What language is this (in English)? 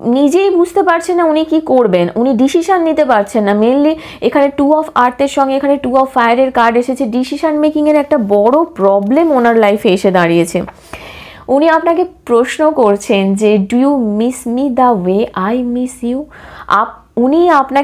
Bangla